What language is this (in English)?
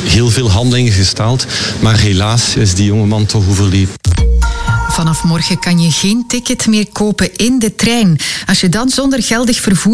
Dutch